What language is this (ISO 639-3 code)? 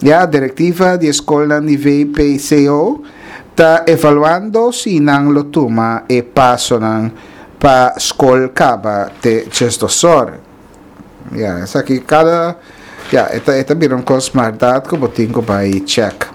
pap